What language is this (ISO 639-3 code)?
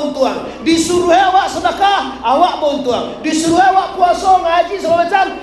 min